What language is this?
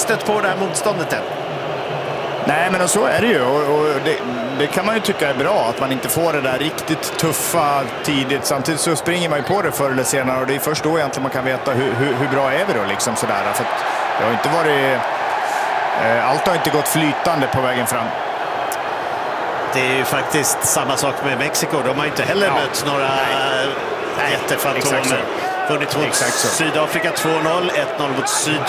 Swedish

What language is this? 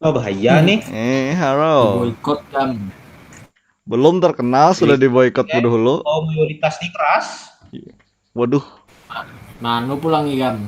Banjar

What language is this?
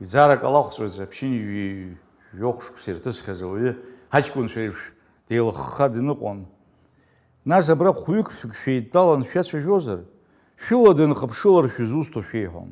Abkhazian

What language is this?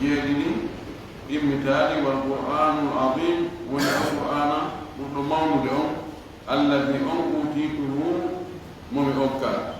Fula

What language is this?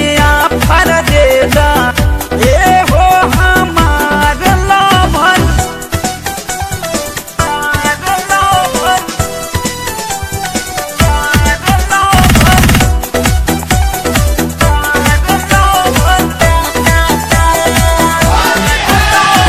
Bhojpuri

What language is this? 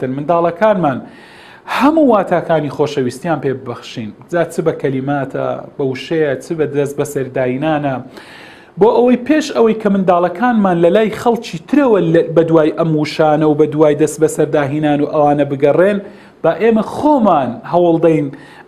Central Kurdish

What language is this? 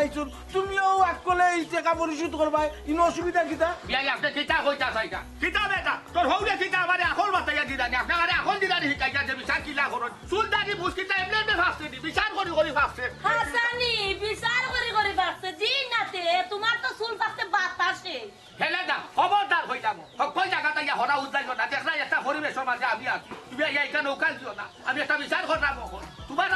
Sylheti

